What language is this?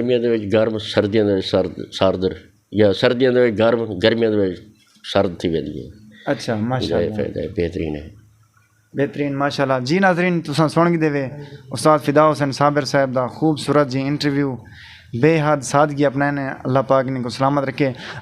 Saraiki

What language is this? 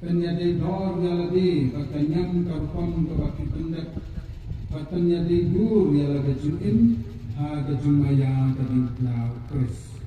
Khasi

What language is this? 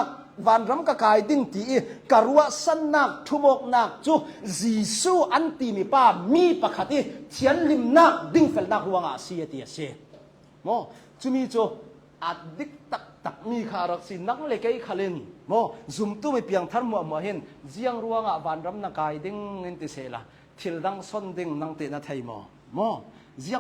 Hakha Chin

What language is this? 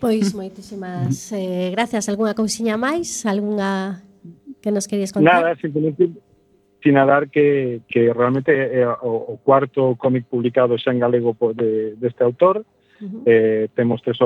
Galician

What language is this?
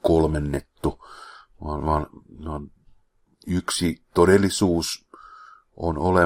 Finnish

